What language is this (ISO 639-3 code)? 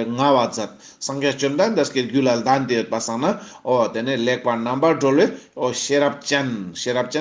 lbj